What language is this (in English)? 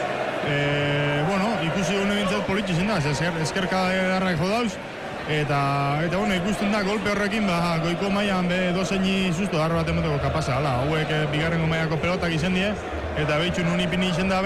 Basque